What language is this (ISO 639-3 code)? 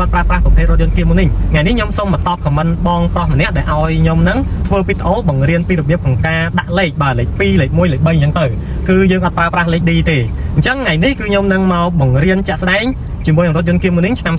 khm